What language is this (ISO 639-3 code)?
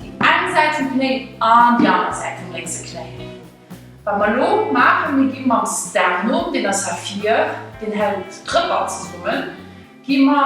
ltz